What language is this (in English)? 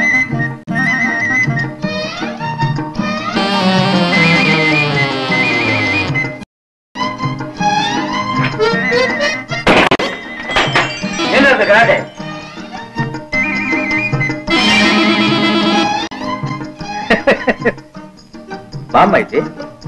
Kannada